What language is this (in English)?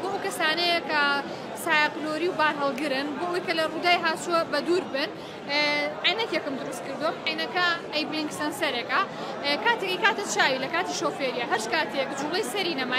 Central Kurdish